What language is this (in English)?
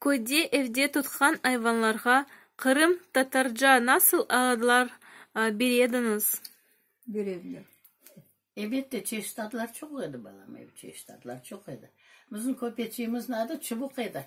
Crimean Tatar